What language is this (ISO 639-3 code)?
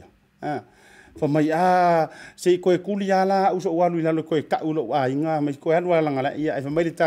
smo